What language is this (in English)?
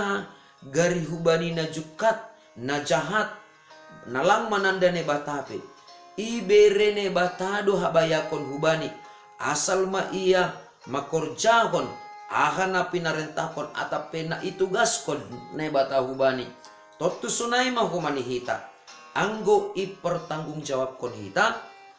Batak Simalungun